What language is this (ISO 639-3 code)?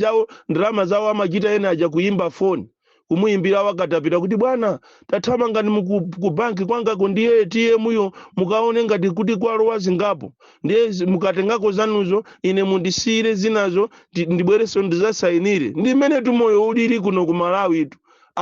nya